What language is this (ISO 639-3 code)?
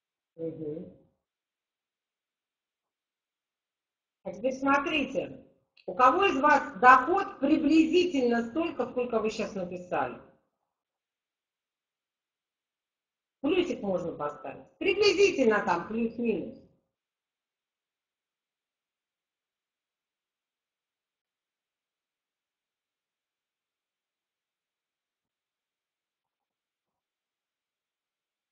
rus